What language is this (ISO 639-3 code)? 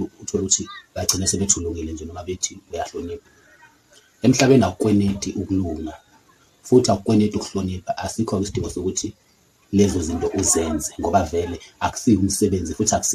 zul